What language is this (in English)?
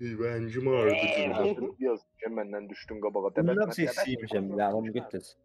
South Azerbaijani